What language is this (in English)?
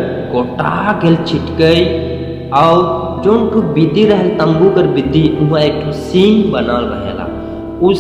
Sadri